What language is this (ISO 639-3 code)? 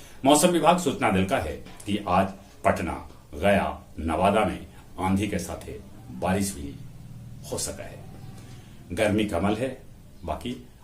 mag